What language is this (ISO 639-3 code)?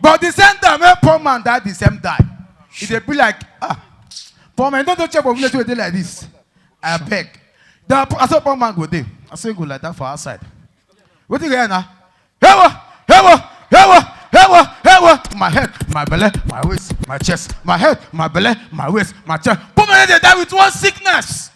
pcm